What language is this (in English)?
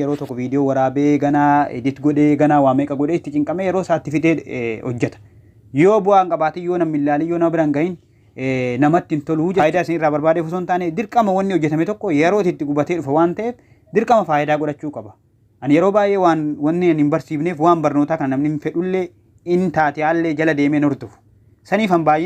Oromo